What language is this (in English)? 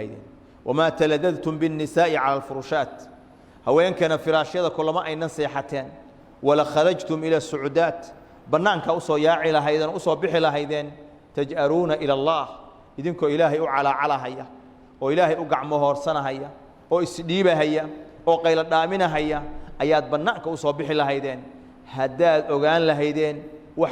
Somali